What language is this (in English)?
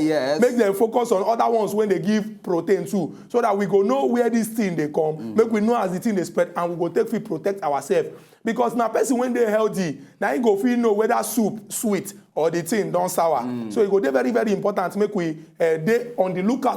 Nigerian Pidgin